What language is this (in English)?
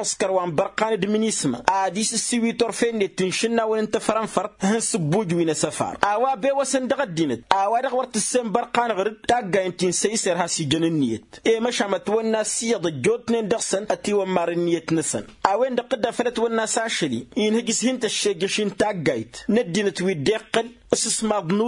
Tamasheq